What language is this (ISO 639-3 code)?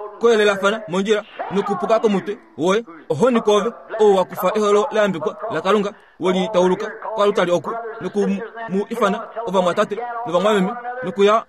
kua